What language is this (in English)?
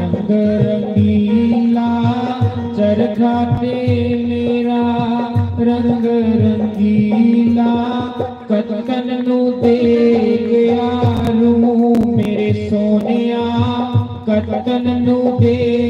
Dogri